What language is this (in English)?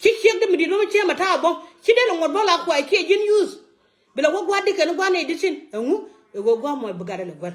Nuer